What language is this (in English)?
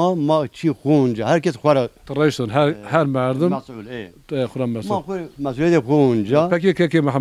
Zaza